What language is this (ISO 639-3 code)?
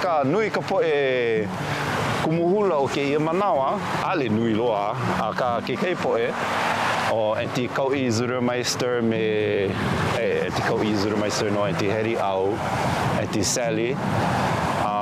haw